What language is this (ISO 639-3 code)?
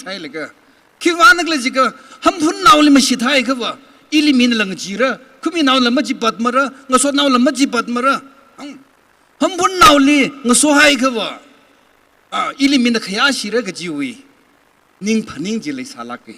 nmf